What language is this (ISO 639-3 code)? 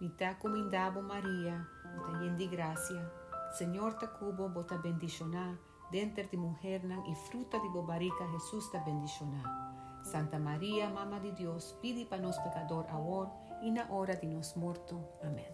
pap